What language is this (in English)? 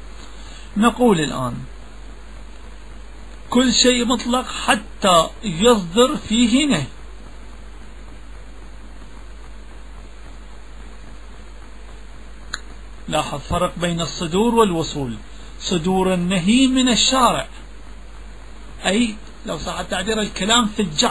Arabic